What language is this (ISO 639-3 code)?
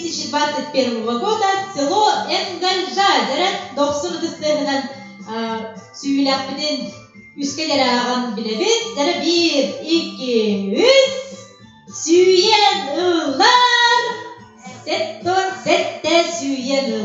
sah